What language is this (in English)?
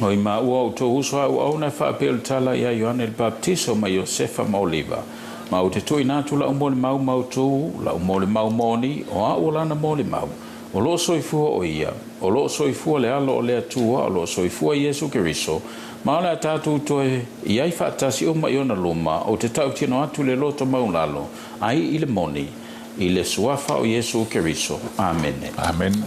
Samoan